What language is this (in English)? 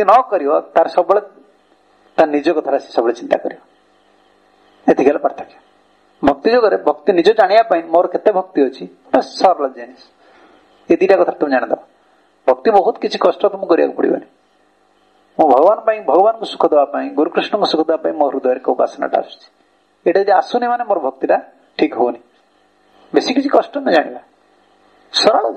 Odia